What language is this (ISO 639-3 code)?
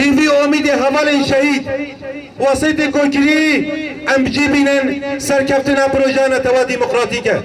kur